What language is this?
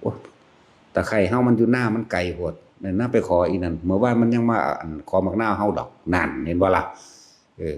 Northeastern Thai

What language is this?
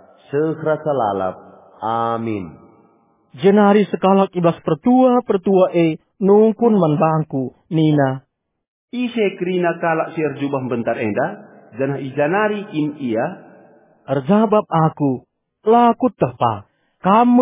Batak Karo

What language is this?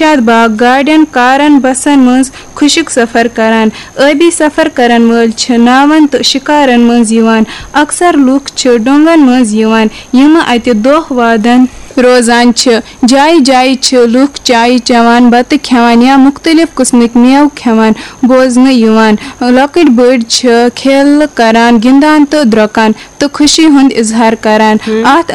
Kashmiri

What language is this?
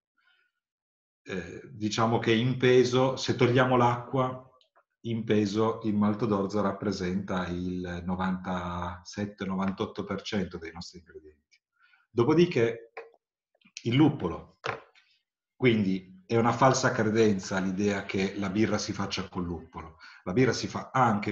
Italian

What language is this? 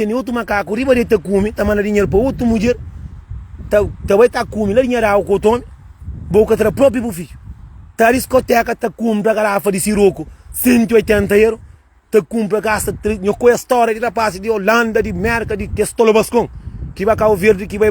Kabuverdianu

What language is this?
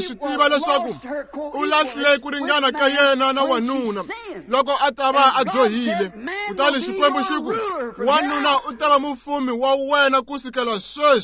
Tsonga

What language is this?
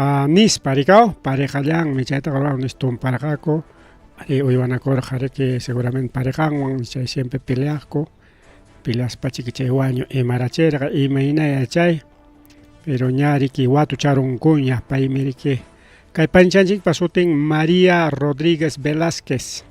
Ayacucho Quechua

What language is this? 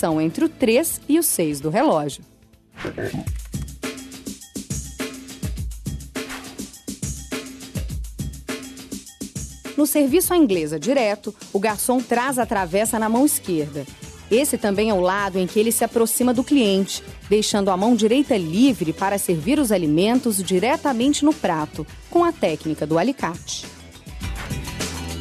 Portuguese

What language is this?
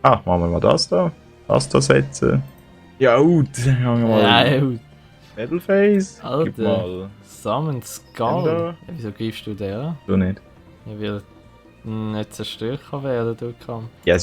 Swiss German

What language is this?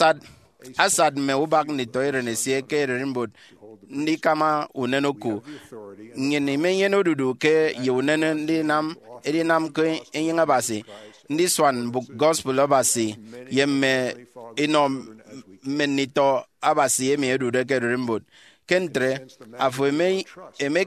Efik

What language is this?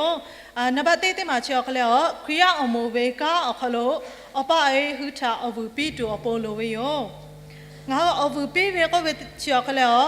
Lahu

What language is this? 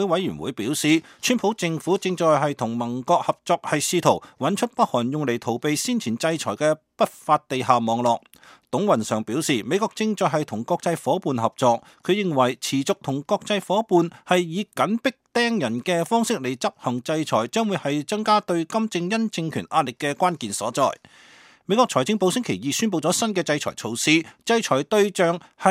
Cantonese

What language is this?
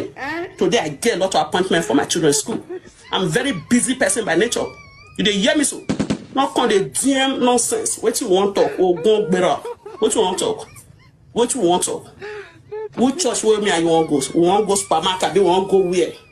Nigerian Pidgin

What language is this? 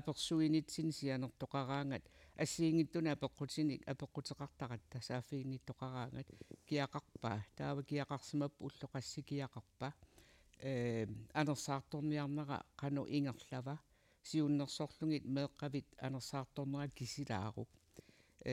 Kalaallisut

